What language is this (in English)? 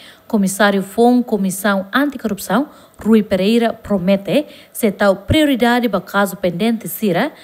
Tetum